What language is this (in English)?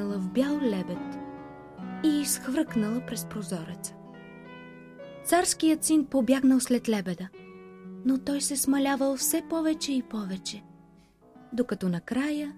Bulgarian